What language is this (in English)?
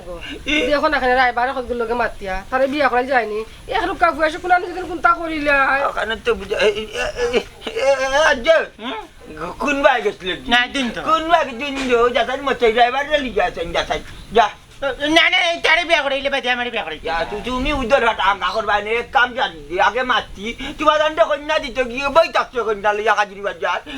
Sylheti